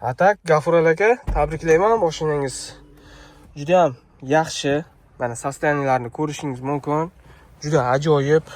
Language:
Uzbek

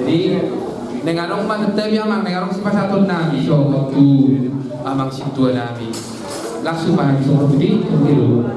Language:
Batak Toba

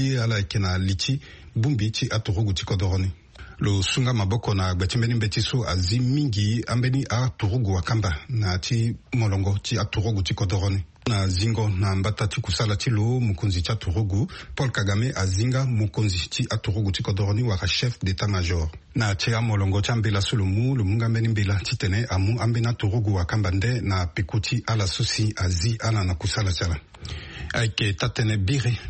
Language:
Sango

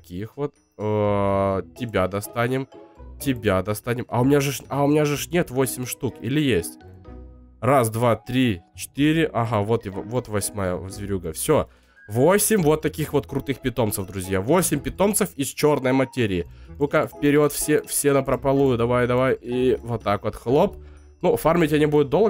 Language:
Russian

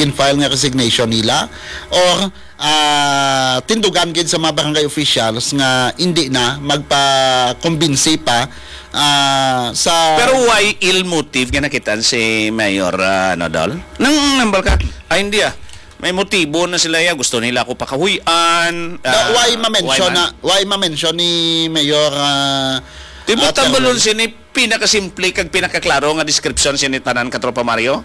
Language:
Hiligaynon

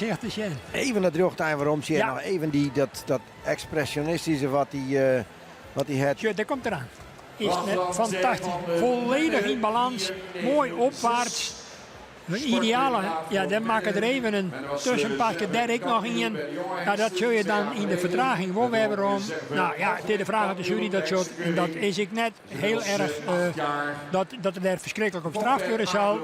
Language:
Western Frisian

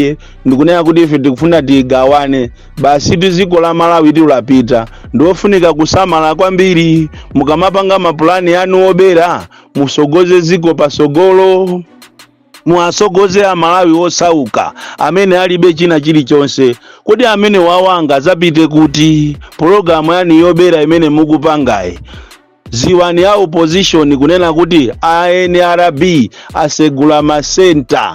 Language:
Nyanja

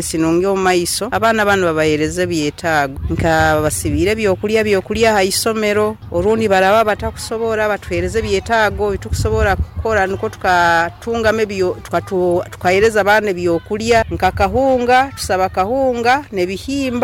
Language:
Nyoro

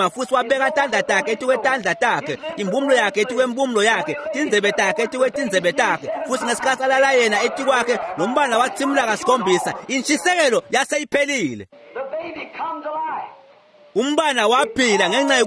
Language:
Swati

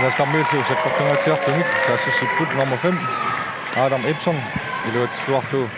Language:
Kalaallisut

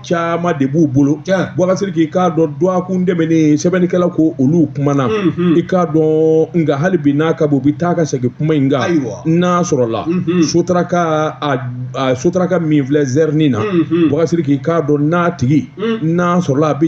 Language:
Bambara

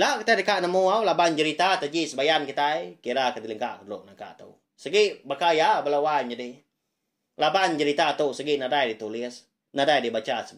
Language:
Iban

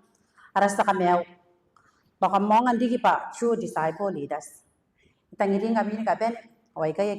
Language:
Gilbertese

